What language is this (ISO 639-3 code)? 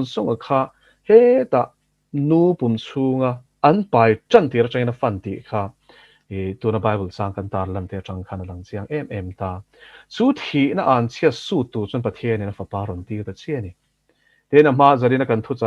lus